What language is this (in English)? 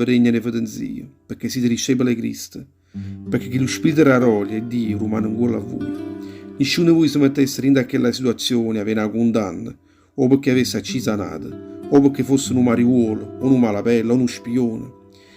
Neapolitan